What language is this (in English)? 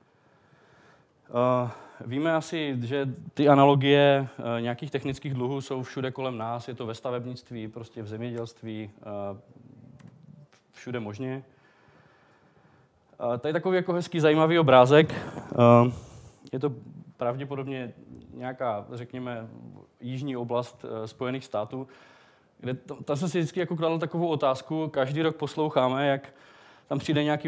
Czech